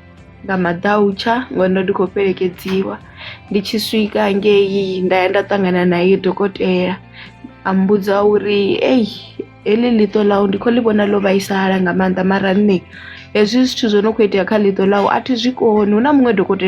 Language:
Venda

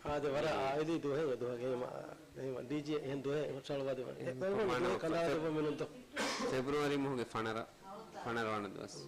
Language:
Divehi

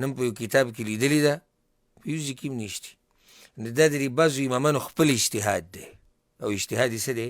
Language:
Pashto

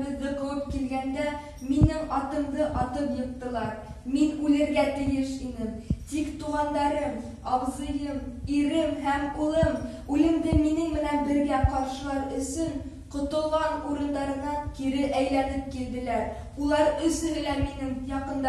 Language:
Bashkir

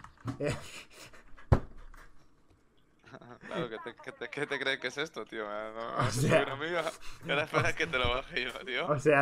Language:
Spanish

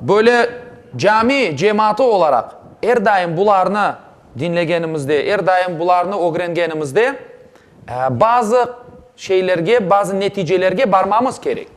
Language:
Crimean Tatar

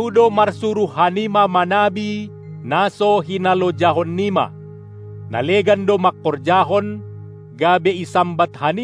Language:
Batak Simalungun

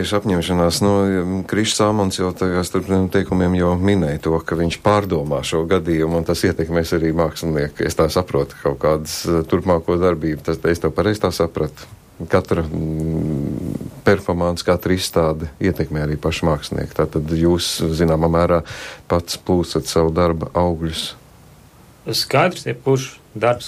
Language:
Latvian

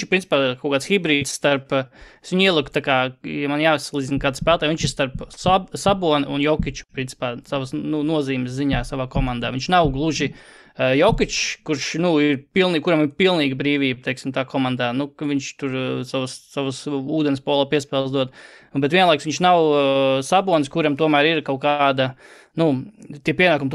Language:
Latvian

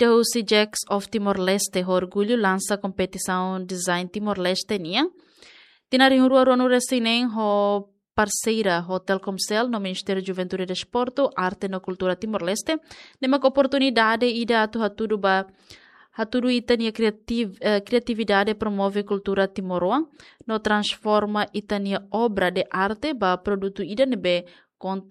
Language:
Tetum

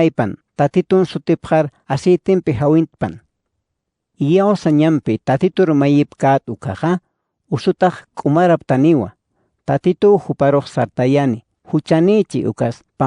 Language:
Aymara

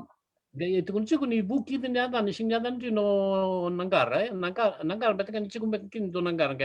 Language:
Fijian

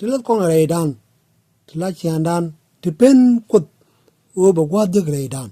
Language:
Nuer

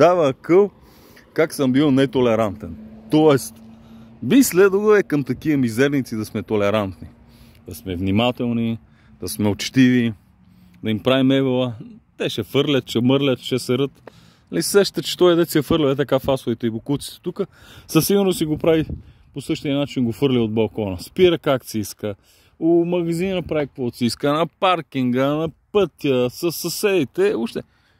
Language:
Bulgarian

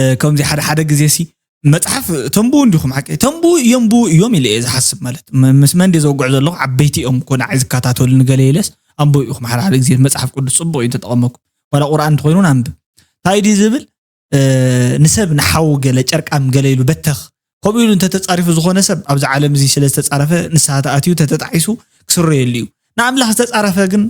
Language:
Tigrinya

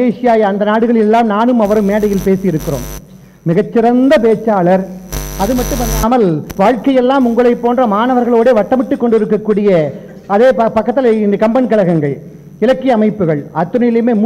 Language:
Tamil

